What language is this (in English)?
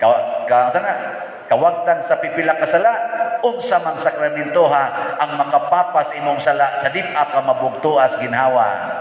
Cebuano